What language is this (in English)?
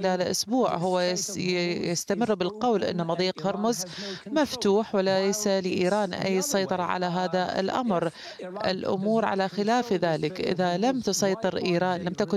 Arabic